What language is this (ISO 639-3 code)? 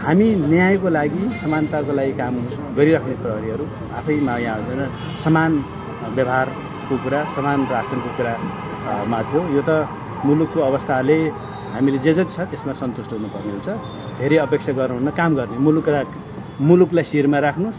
nep